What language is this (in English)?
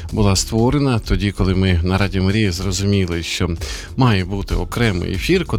Ukrainian